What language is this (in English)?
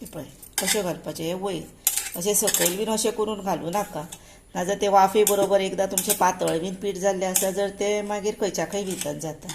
Konkani